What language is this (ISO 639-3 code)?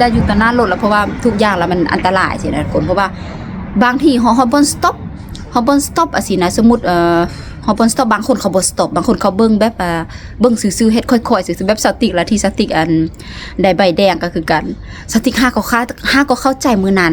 lao